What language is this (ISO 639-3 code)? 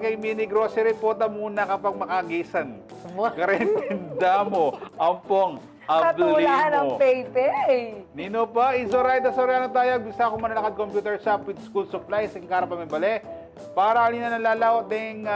pam